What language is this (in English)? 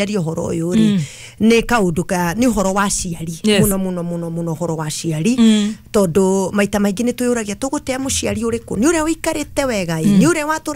Kikuyu